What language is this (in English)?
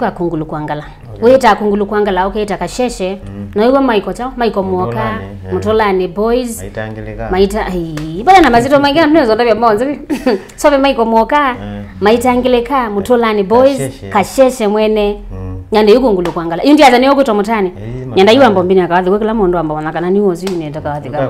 Kamba